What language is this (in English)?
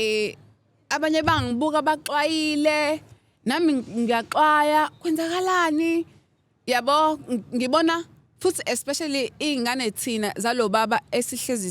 Zulu